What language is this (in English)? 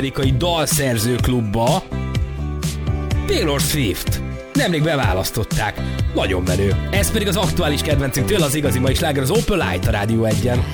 Hungarian